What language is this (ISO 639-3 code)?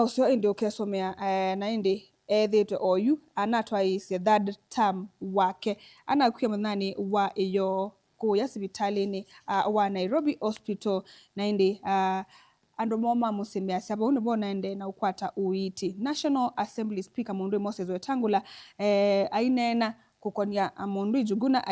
kam